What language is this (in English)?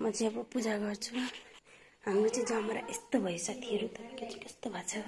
Nepali